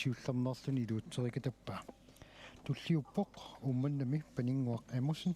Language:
Kalaallisut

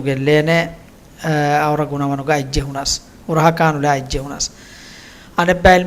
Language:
Divehi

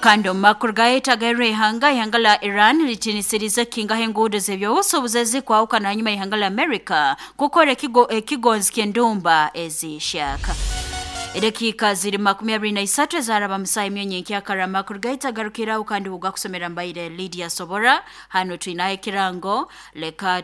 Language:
Nyoro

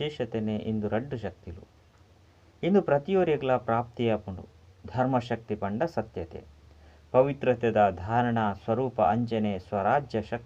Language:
Tulu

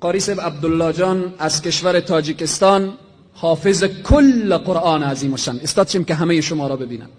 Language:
Persian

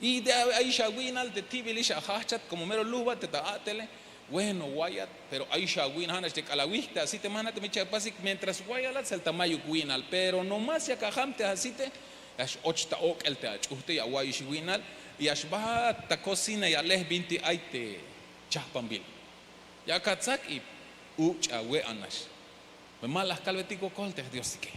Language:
Tzeltal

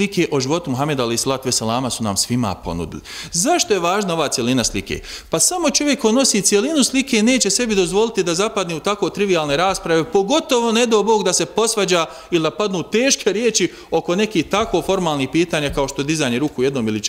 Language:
Bosnian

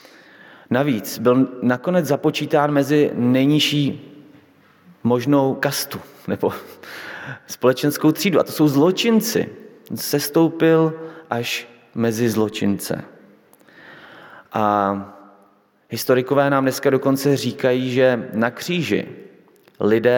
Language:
Czech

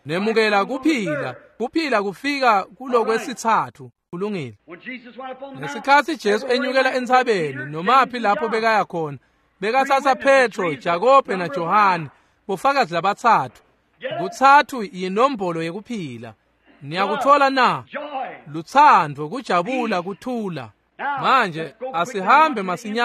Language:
Swati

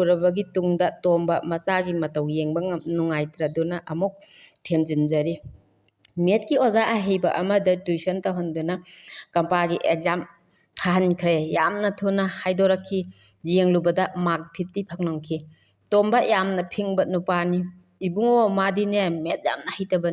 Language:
Manipuri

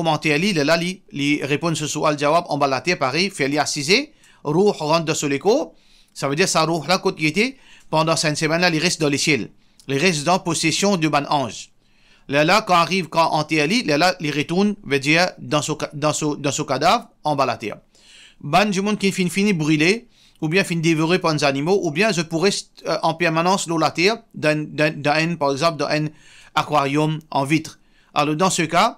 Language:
Morisyen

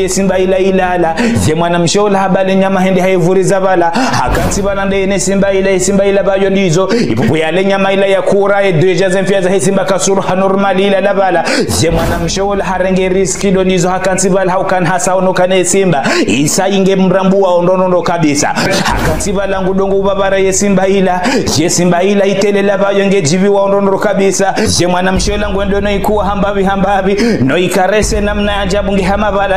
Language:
Ngazidja Comorian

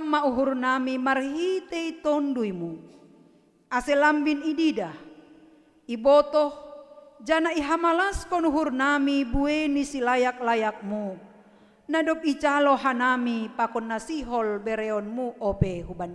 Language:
Batak Simalungun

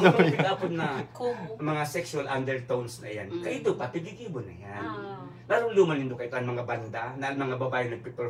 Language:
Bikol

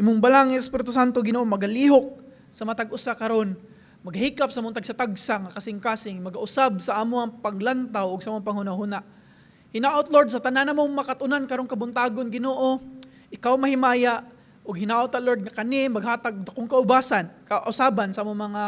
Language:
Cebuano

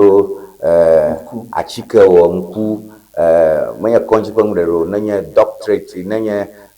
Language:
Ewe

